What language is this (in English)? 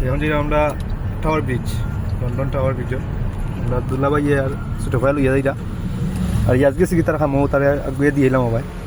Sylheti